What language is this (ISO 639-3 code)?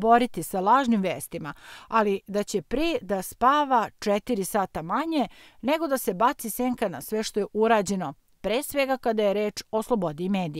srp